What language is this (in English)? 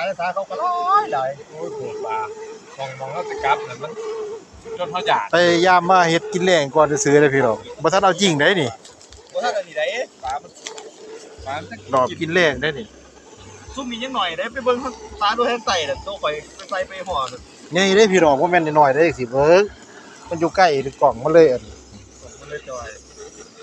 Lao